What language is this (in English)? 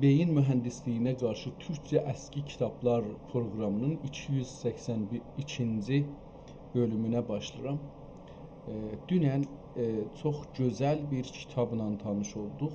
South Azerbaijani